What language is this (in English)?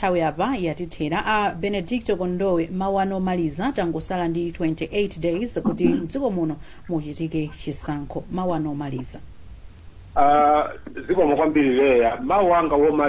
Nyanja